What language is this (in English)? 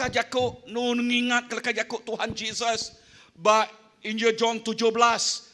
Iban